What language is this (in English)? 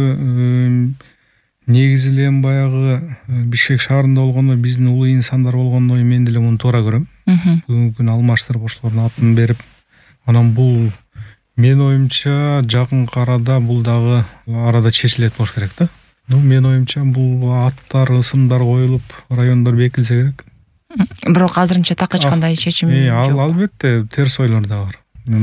Kyrgyz